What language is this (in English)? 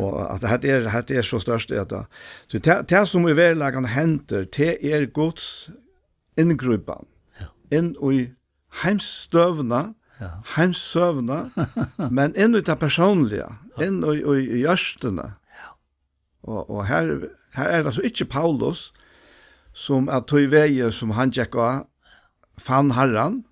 Faroese